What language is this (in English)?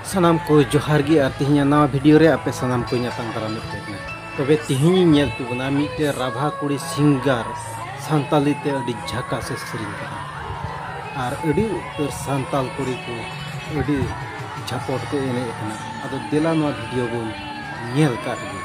Santali